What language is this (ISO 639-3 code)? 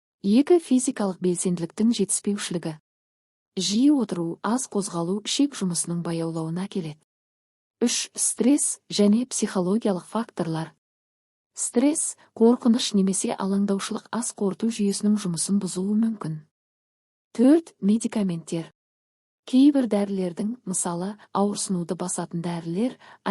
kaz